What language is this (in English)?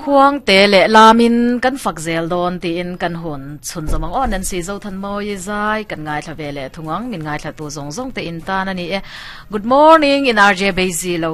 Mizo